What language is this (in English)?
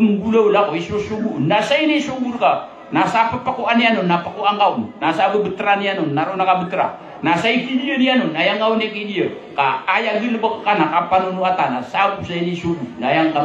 Maranao